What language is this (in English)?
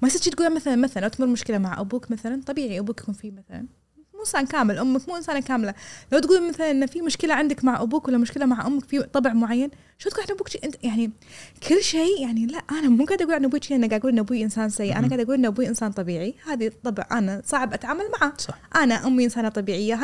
Gulf Arabic